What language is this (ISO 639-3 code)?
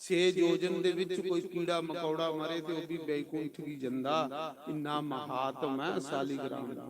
doi